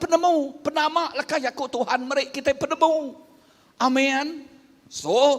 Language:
Iban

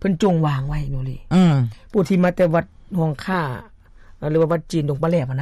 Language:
Lao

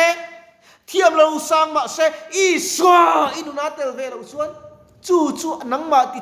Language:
Mizo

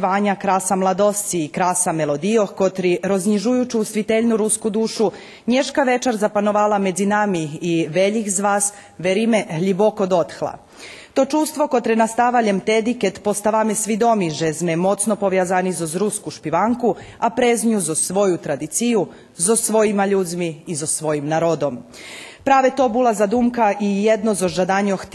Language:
Rusyn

